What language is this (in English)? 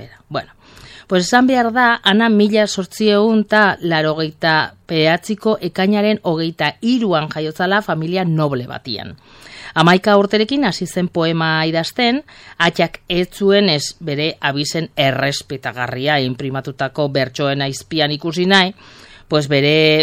Basque